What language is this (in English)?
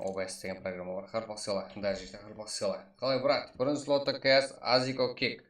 Kara-Kalpak